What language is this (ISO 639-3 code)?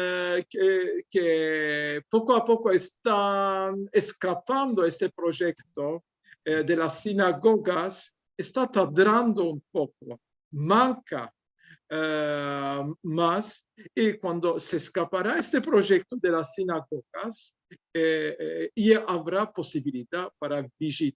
lad